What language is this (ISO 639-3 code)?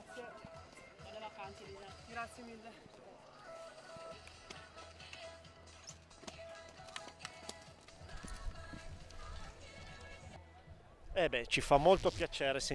ita